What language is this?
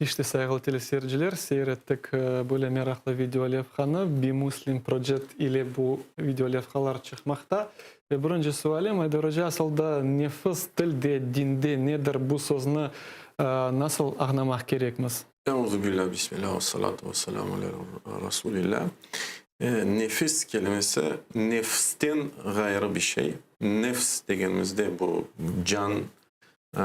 Crimean Tatar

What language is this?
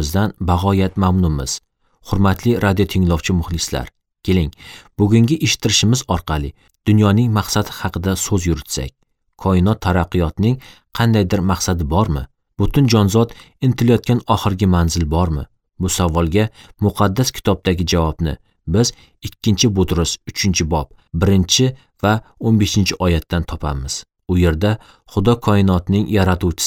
Uzbek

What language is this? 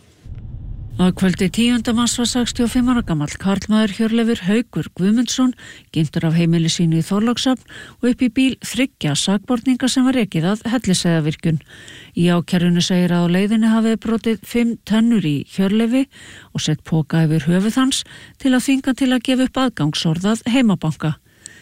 Icelandic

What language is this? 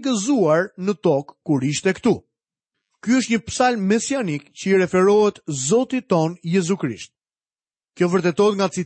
Albanian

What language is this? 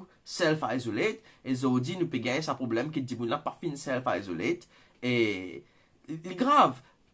Morisyen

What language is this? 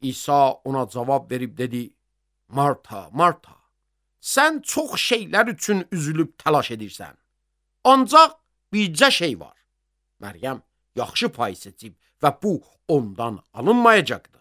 Azerbaijani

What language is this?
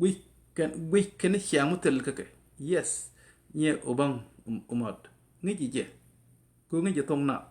Nuer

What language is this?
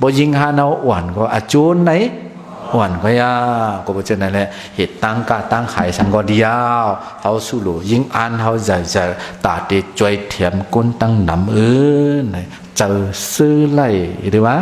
Shan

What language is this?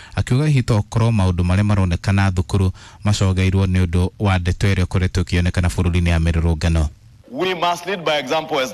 Kikuyu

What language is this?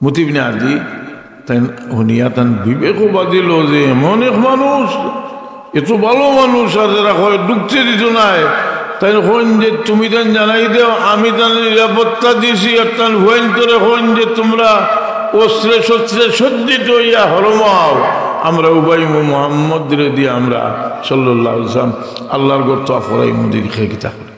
Sylheti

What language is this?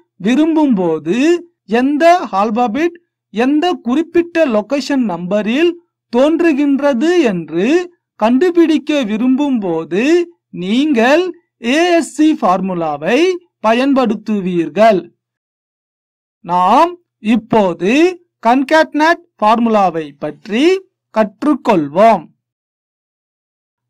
Tamil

